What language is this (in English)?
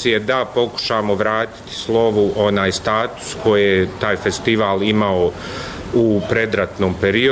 Bosnian